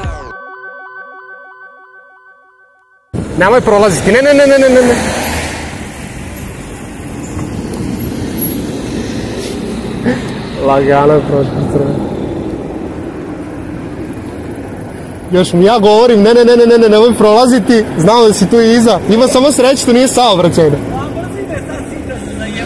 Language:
Serbian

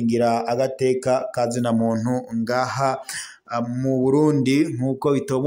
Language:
Rundi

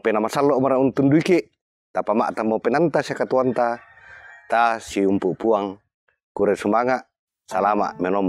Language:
Toraja-Sa'dan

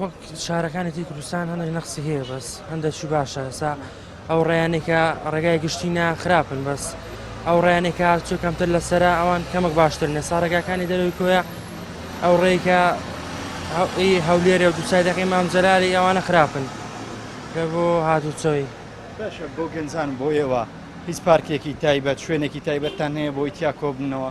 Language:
Central Kurdish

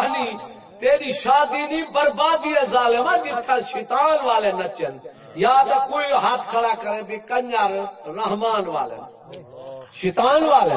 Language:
Saraiki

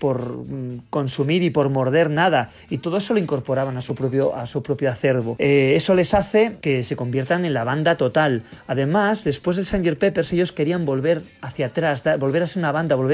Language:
Spanish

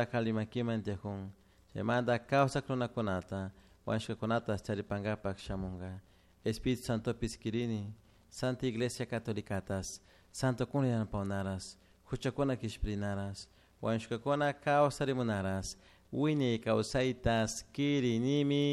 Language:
Chimborazo Highland Quichua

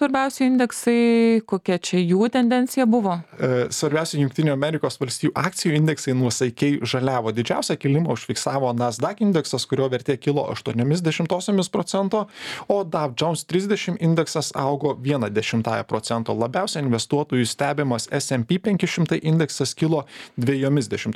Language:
Lithuanian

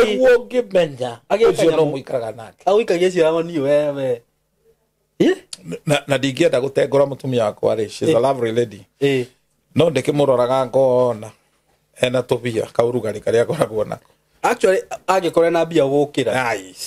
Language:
Kikuyu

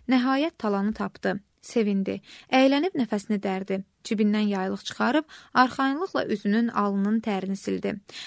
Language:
Azerbaijani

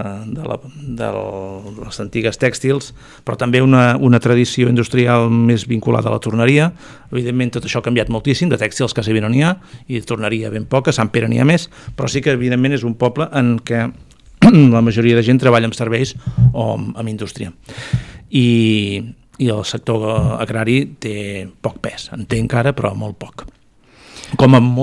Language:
Catalan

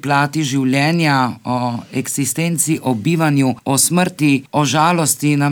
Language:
Slovenian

